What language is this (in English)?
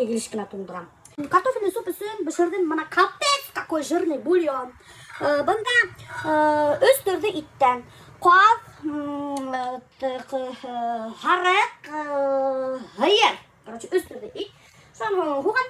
Bashkir